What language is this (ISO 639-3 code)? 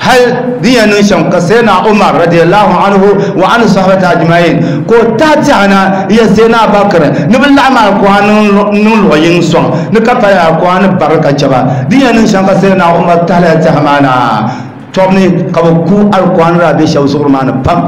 dag